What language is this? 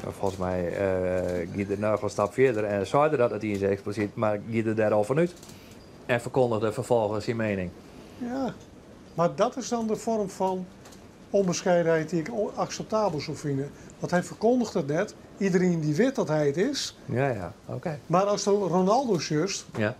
Western Frisian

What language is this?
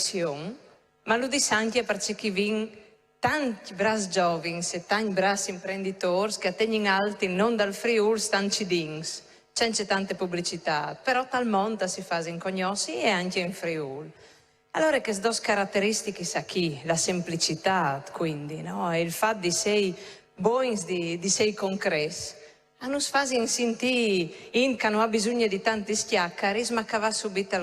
Friulian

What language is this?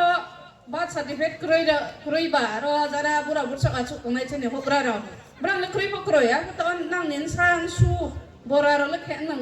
Riang (India)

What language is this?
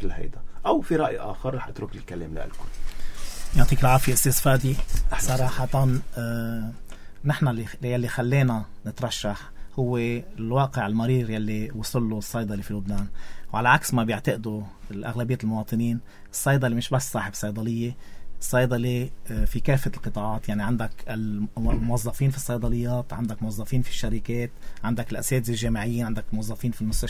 North Levantine Arabic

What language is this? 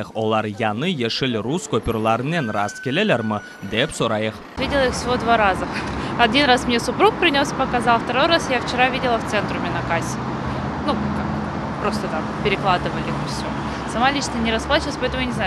Crimean Tatar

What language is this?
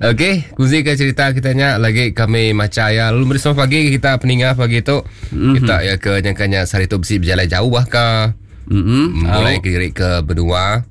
Iban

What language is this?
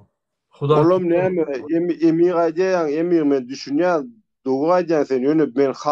Turkmen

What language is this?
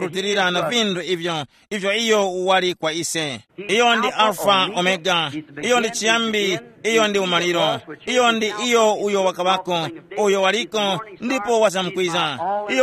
Tumbuka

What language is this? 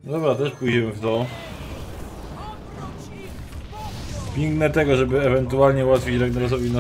Polish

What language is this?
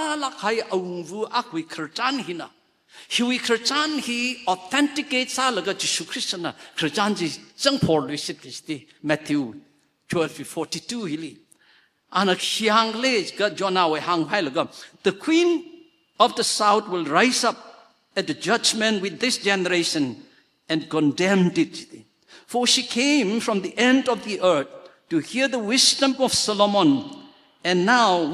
Tangkhul Naga (India)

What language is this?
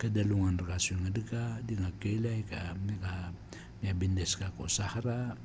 Maranao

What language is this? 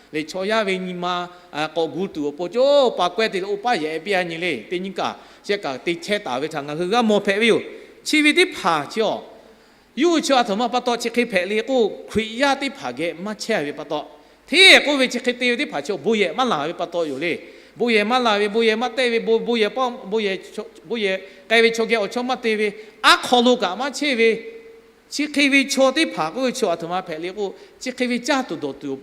Lahu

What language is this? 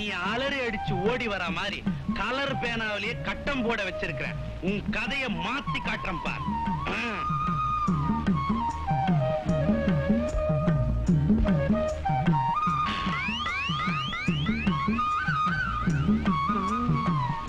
Tamil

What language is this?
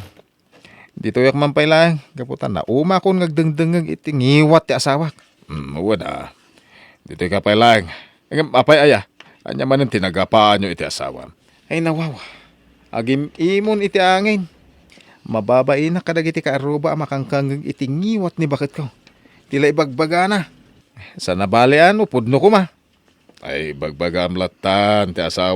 Iloko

